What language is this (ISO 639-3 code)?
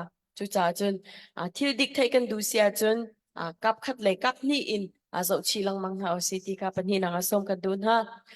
cnh